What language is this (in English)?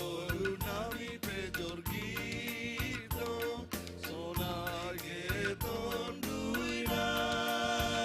Batak Simalungun